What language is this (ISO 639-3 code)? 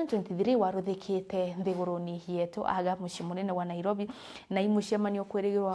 mer